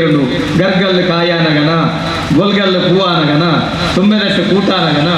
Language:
Tulu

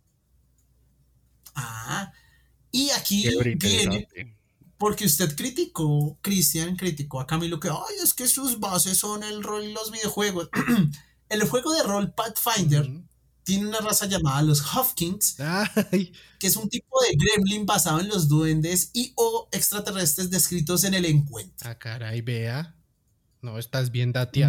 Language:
Spanish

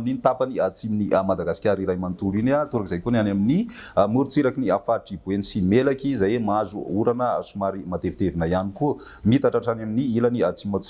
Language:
Malagasy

